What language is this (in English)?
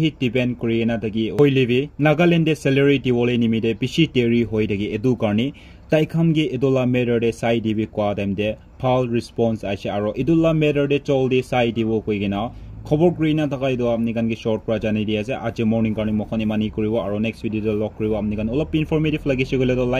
Naga Pidgin